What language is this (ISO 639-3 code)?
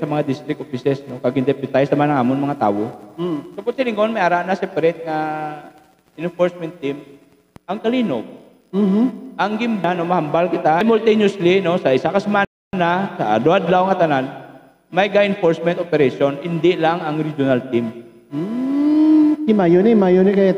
hil